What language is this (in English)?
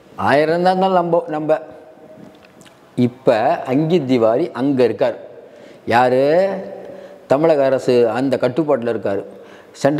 Tamil